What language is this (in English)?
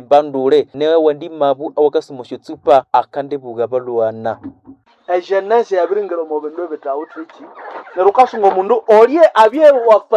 Nande